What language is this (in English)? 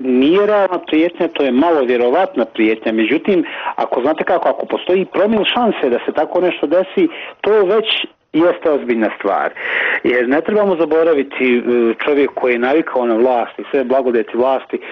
Bosnian